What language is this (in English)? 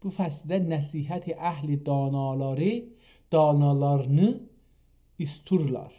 South Azerbaijani